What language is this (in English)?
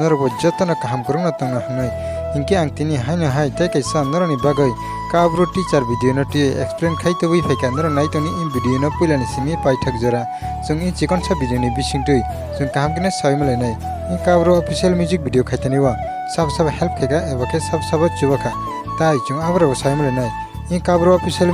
Kok Borok